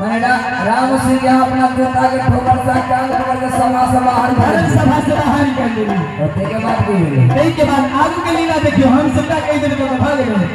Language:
Maithili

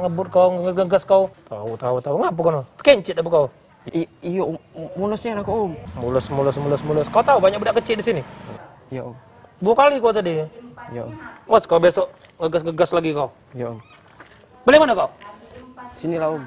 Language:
Musi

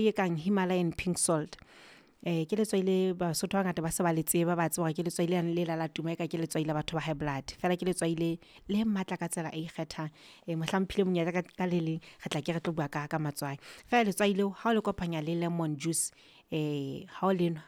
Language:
Southern Sotho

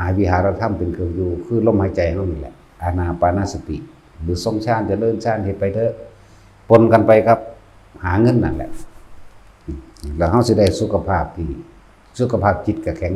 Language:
Northeastern Thai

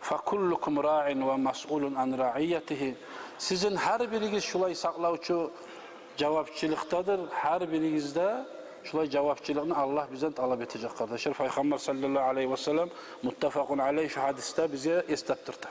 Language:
Kumyk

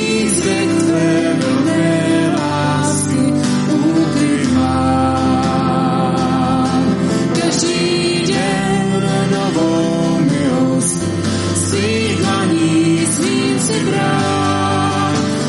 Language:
Czech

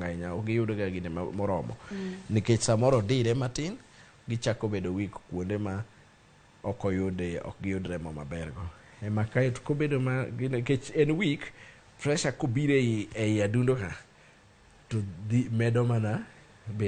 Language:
Luo (Kenya and Tanzania)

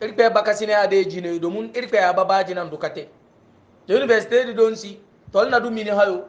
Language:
Hausa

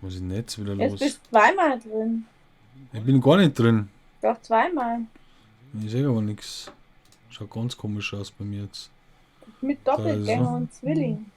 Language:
Bavarian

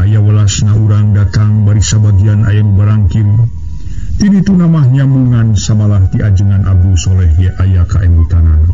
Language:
Sundanese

